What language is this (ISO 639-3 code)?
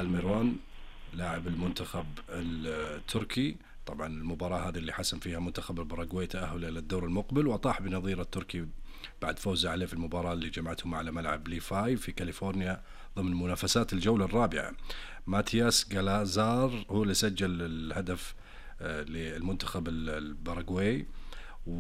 ars